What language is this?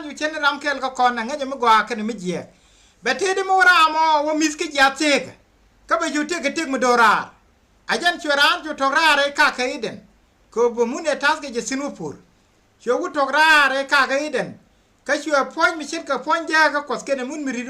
Nuer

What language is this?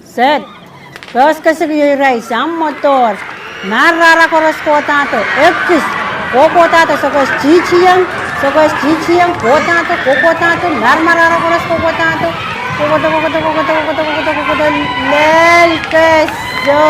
Pohnpeian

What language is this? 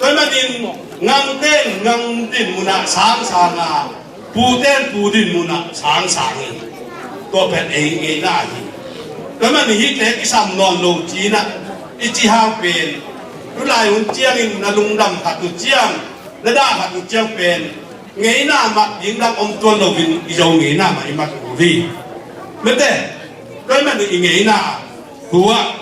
Tedim Chin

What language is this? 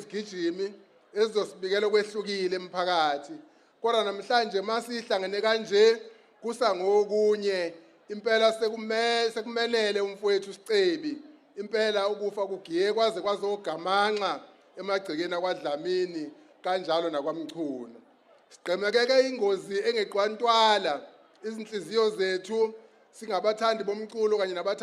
Zulu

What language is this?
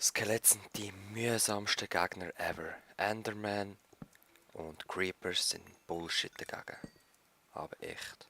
Swiss German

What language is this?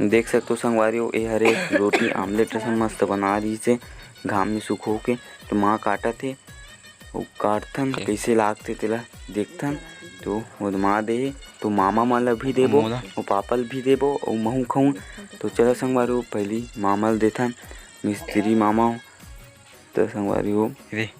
Chhattisgarhi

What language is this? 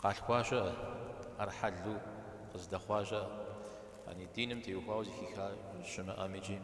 Kabardian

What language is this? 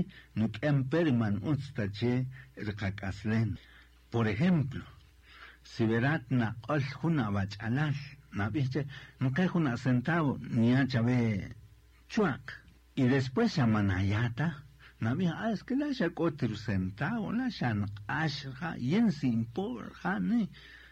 Kaqchikel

